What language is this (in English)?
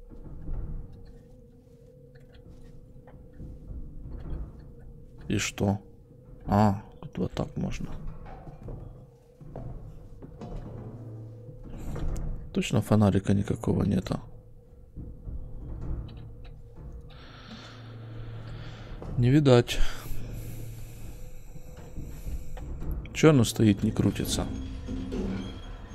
Russian